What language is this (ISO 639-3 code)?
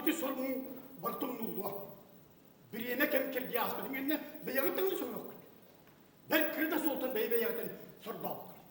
sah